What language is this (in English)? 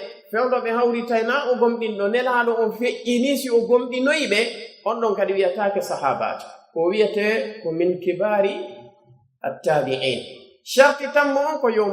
Pular